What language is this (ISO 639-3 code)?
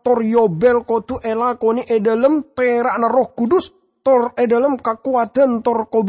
mad